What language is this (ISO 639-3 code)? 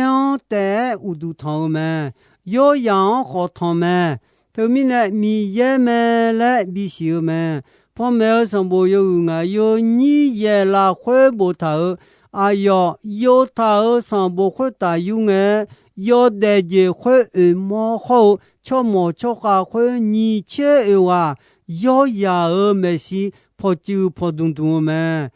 ahk